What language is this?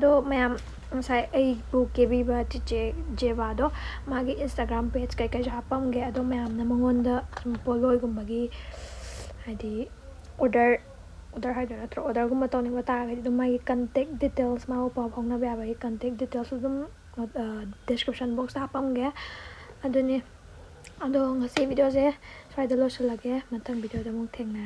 Manipuri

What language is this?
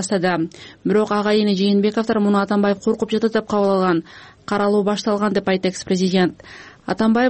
Kyrgyz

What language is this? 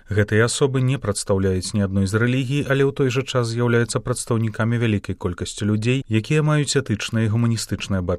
Belarusian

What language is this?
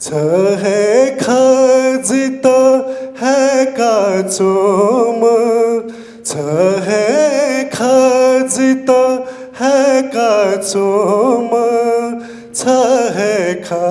Newari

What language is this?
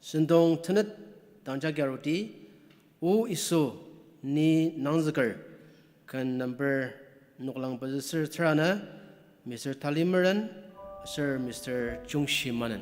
Ao Naga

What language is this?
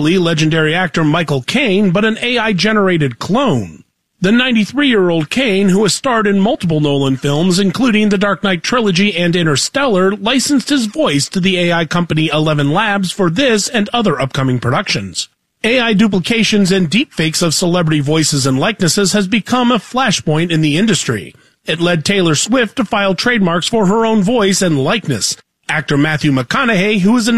English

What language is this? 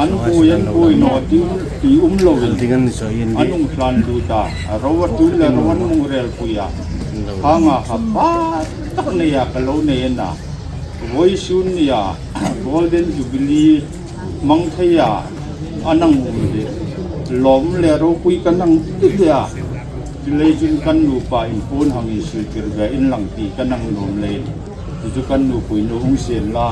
Hmar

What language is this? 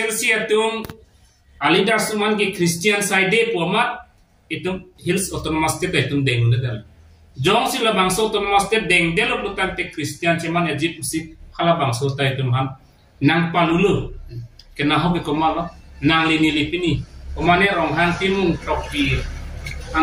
Karbi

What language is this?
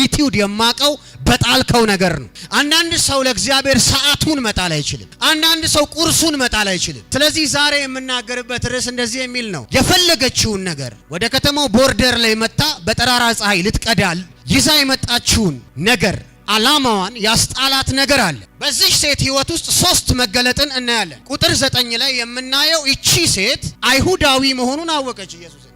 Amharic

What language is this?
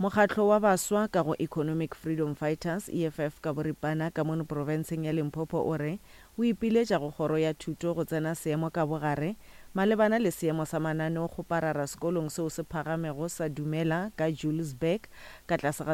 Northern Sotho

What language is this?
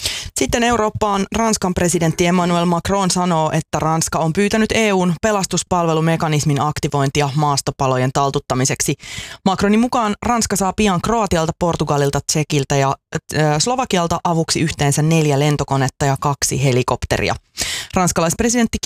Finnish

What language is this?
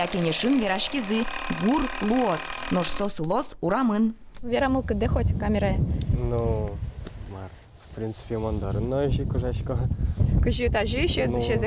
Udmurt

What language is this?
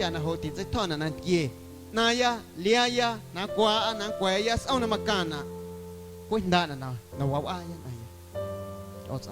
Guerrero Amuzgo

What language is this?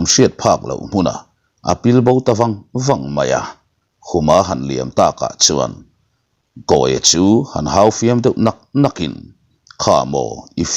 Mizo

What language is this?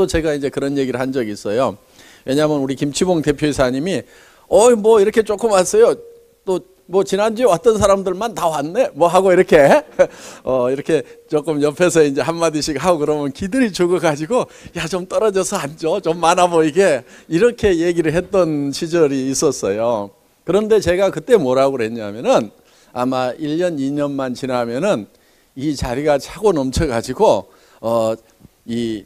Korean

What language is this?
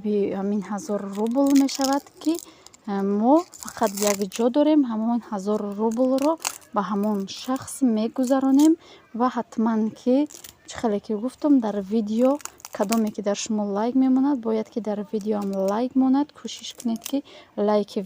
Tajik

